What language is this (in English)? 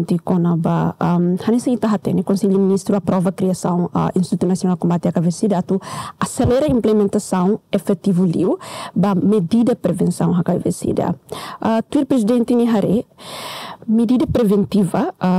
Tetum